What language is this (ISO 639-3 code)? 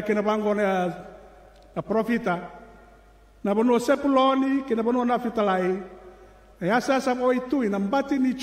fij